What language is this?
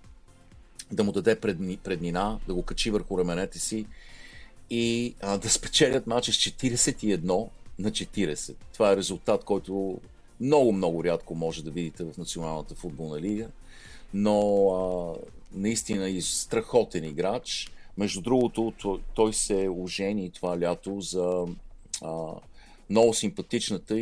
Bulgarian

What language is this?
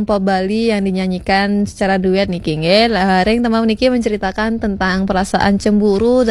Balinese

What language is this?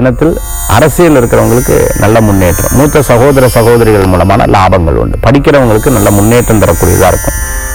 Tamil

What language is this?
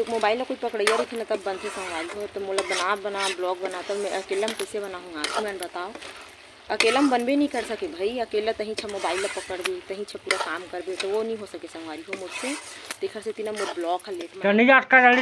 Chhattisgarhi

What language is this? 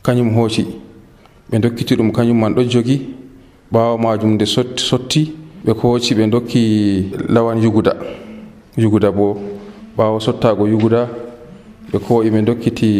Nigerian Fulfulde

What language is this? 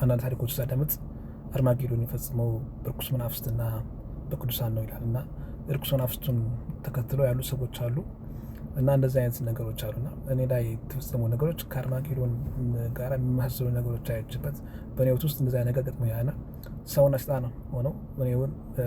Amharic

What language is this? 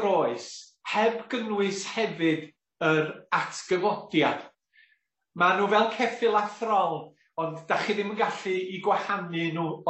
Welsh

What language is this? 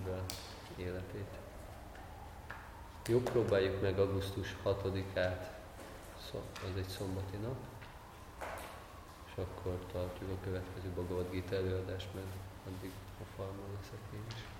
Hungarian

